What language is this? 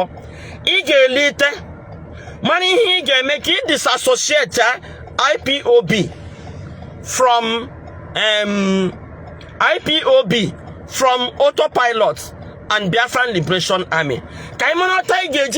Igbo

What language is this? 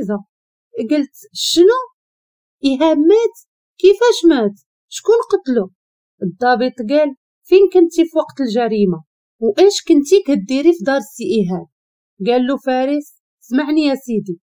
Moroccan Arabic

